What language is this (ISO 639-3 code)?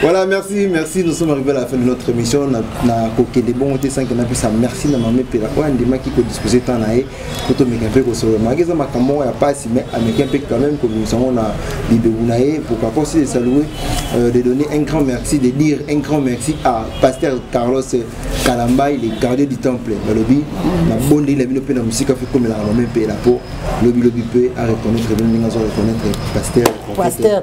lin